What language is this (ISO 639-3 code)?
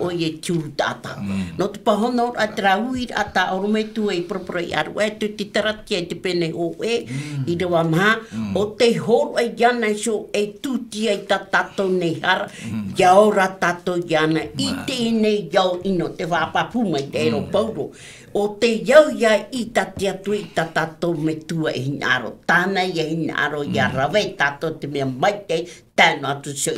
tah